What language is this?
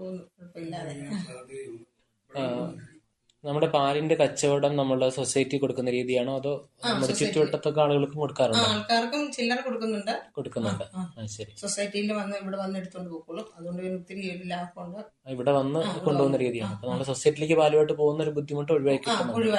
Malayalam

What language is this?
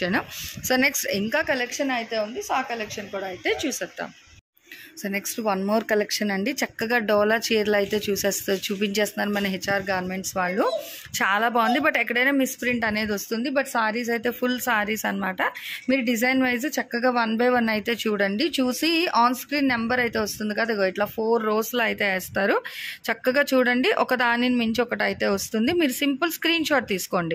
Telugu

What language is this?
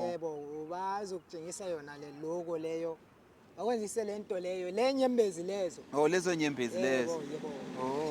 Zulu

